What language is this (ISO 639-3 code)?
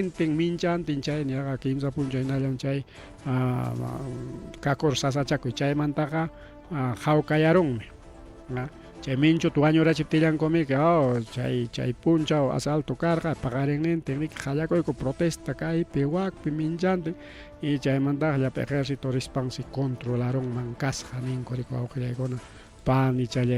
quy